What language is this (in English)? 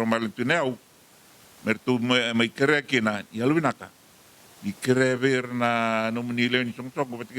Fijian